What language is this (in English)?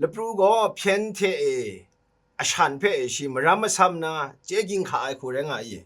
Kachin